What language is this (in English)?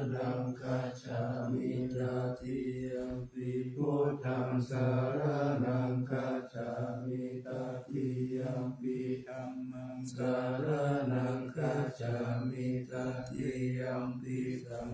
Pali